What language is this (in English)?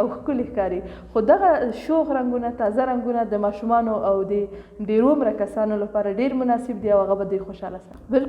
Pashto